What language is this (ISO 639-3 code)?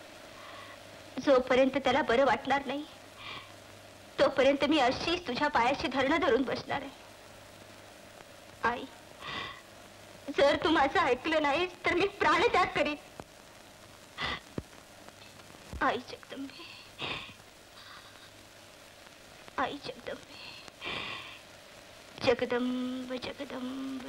mar